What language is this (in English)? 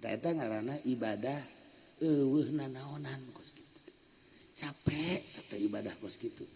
Sundanese